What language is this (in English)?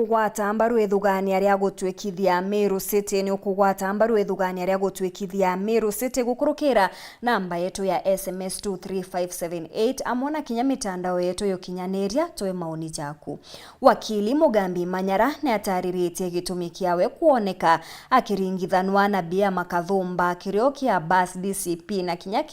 Meru